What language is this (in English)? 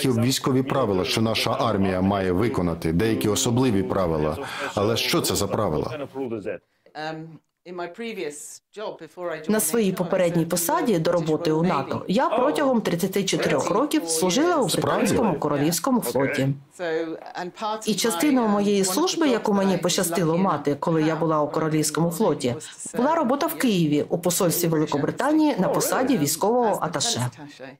Ukrainian